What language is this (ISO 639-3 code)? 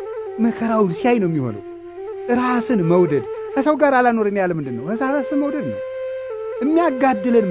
amh